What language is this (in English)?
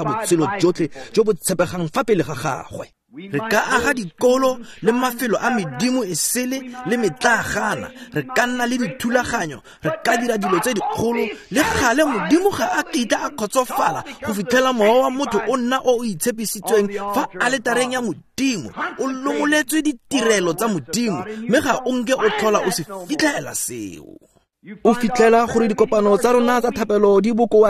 Tswana